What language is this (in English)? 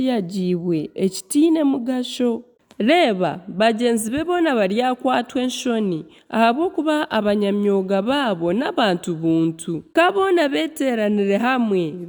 Nyankole